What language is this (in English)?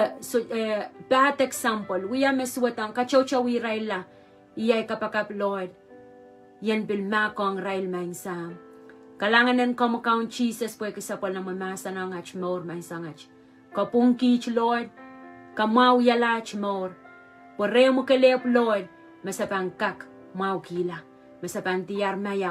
Pohnpeian